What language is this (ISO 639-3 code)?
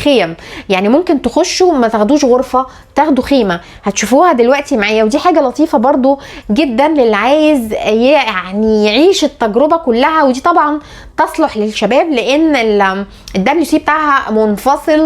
arz